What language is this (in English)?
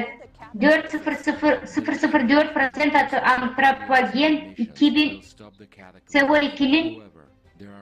Gagauz